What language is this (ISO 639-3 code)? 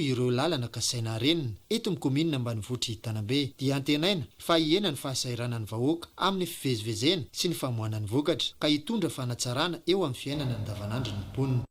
mlg